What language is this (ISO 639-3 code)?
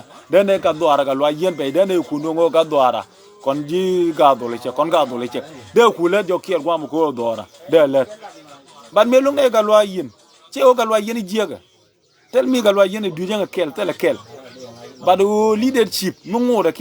nus